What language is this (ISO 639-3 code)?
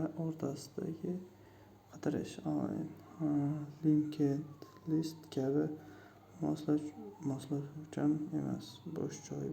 uzb